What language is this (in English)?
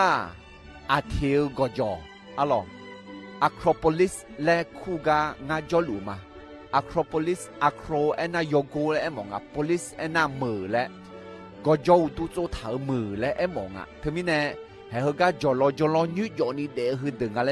Akha